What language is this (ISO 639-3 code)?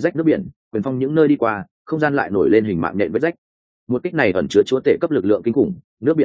vie